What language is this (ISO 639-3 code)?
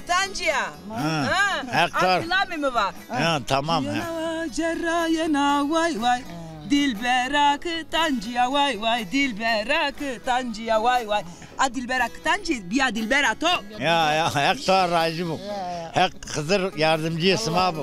zza